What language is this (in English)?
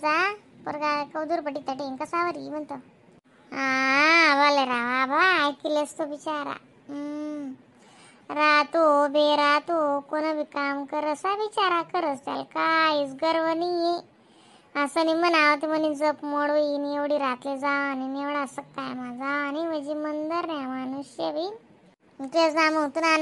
Khandesi